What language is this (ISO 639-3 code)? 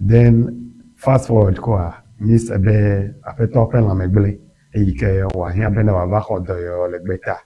ewe